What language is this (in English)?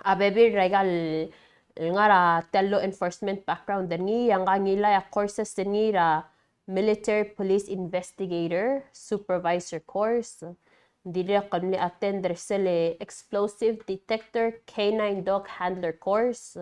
Palauan